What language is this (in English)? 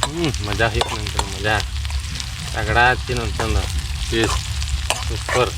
Santali